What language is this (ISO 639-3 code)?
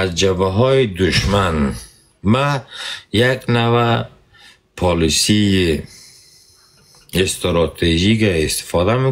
fas